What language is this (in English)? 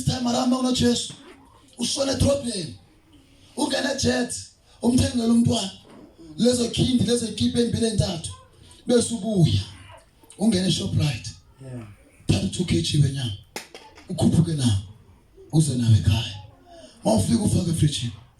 Zulu